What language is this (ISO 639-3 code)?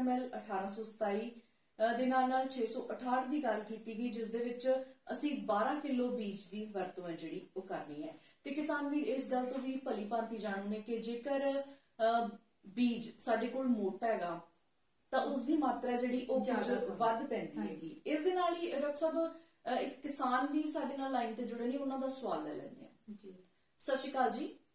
pan